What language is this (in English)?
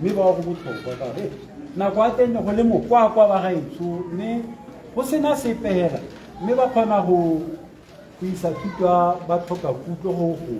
Tswana